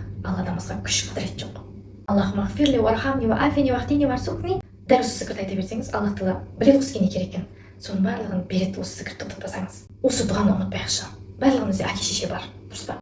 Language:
Kazakh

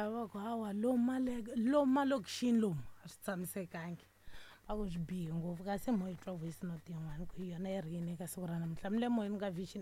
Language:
Tsonga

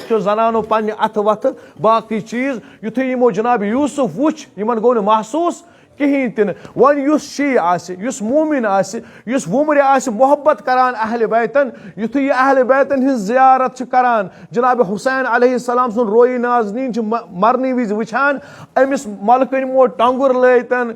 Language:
Kashmiri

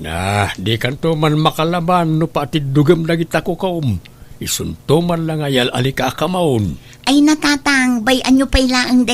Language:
Iloko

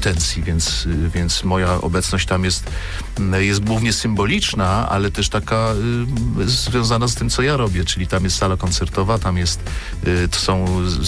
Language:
Polish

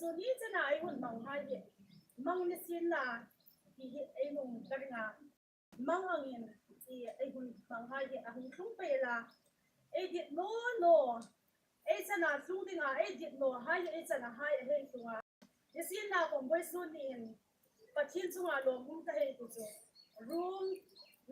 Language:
Hmar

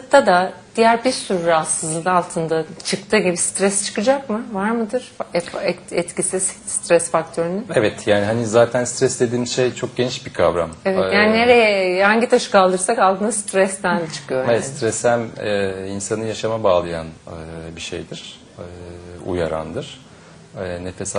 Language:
Turkish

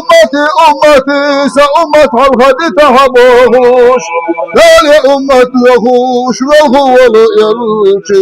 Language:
Chechen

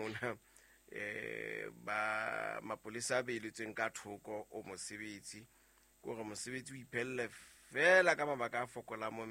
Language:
Southern Sotho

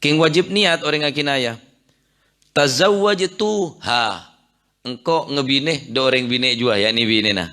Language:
Madurese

